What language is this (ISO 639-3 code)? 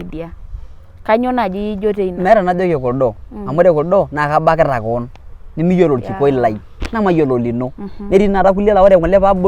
mas